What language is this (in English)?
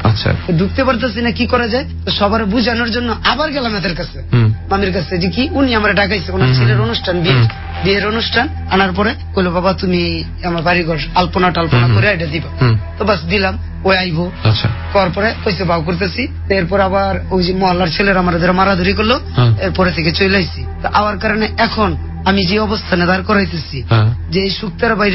Bangla